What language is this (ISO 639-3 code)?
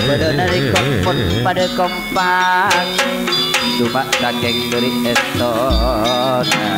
mad